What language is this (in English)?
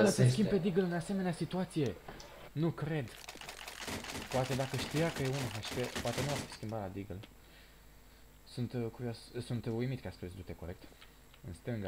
Romanian